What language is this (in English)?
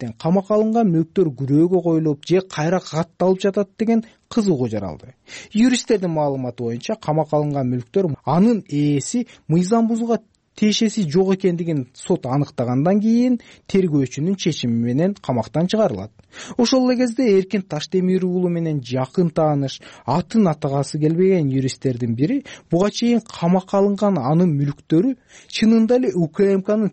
Kyrgyz